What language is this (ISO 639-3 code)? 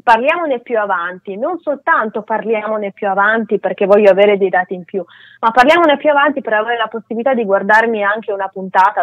ita